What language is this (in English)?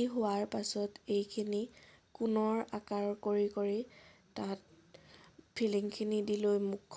Assamese